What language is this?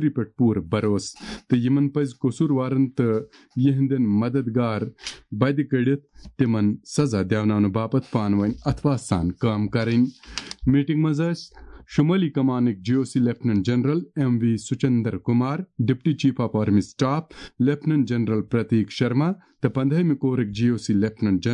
Kashmiri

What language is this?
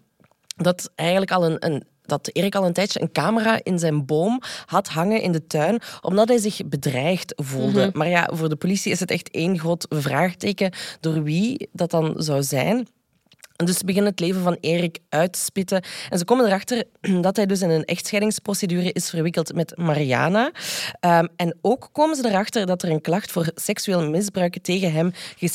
Dutch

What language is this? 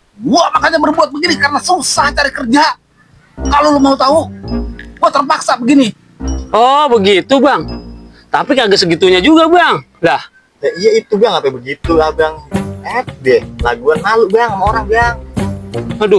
Betawi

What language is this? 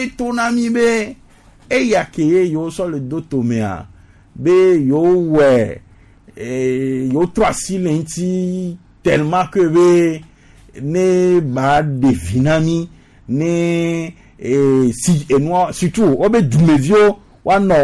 Gen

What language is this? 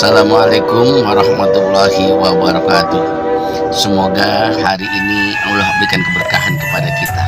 Betawi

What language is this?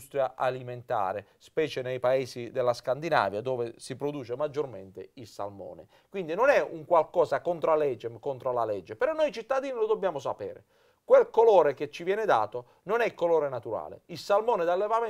Italian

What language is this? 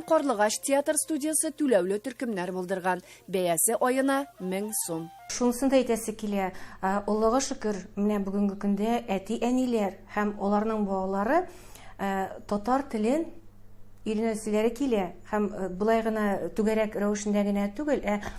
Tatar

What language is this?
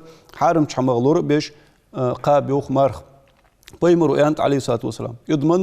Ingush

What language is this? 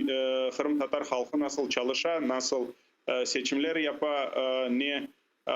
Crimean Tatar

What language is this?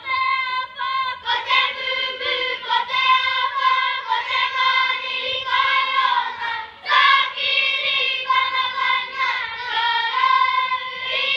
Māori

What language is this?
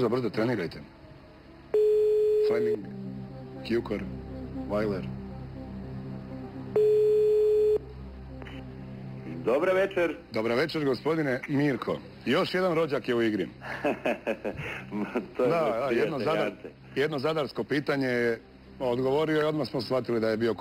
Croatian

